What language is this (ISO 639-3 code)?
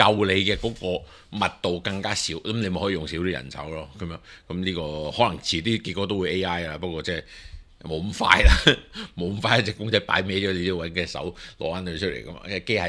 yue